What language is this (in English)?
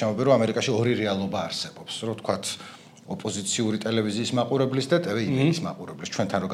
Georgian